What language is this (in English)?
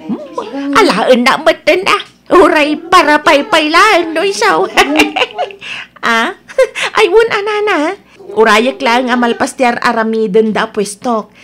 Iloko